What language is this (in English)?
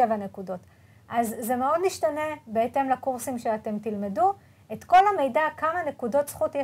Hebrew